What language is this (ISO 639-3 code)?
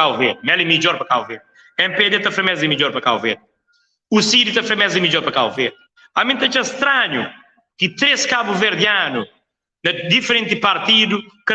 kea